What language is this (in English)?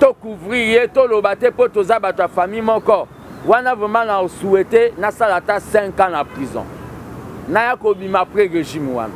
Lingala